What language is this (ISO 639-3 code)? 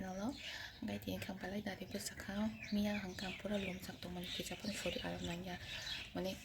trp